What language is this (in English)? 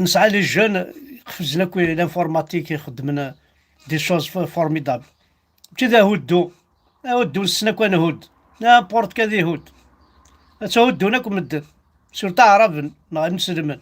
Kabyle